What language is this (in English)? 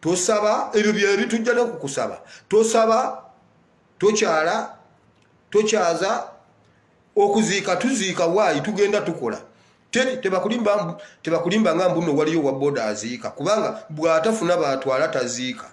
Ganda